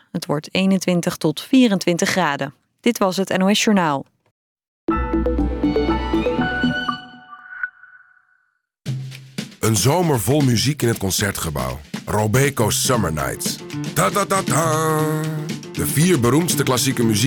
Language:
Dutch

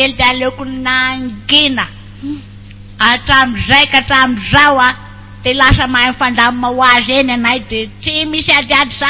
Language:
Malagasy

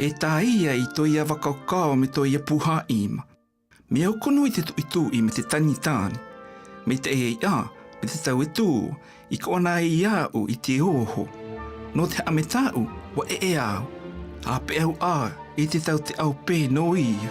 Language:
South Marquesan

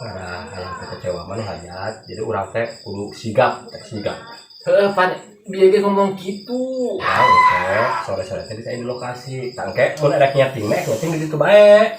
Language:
Sundanese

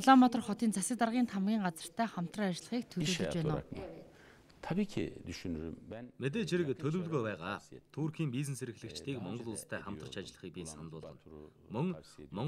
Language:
Mongolian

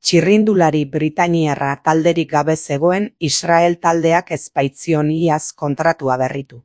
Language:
Basque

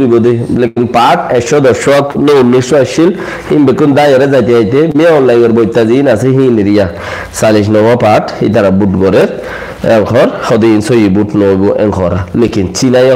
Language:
Rohingya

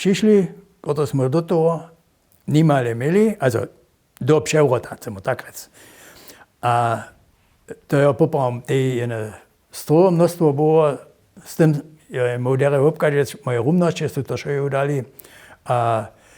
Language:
Upper Sorbian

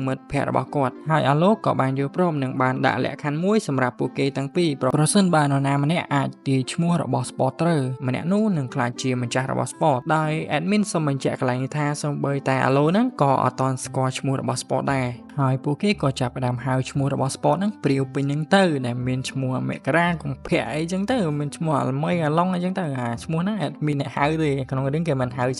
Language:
Khmer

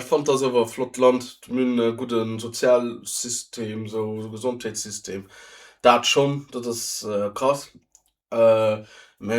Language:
Luxembourgish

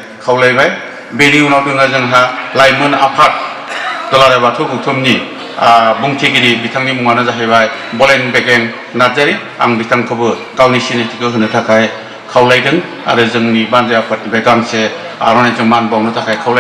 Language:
Bodo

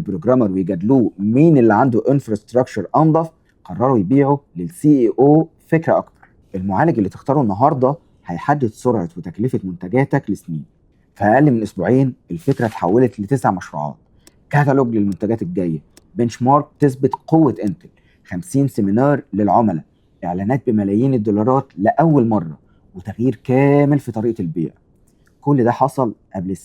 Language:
Egyptian Arabic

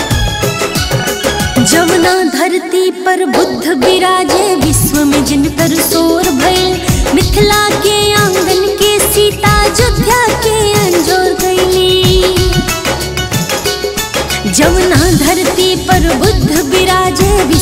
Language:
Bhojpuri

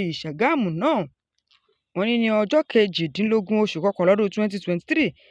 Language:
Yoruba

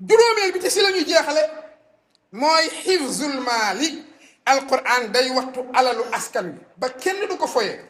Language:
Wolof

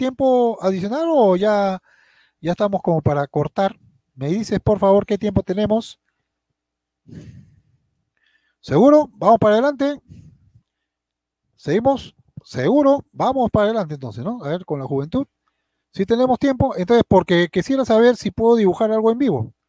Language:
Spanish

